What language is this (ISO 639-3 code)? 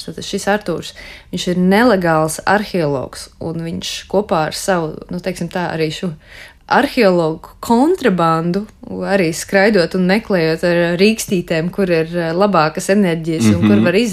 lav